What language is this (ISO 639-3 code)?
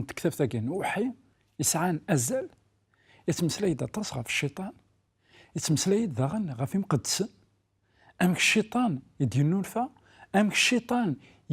kab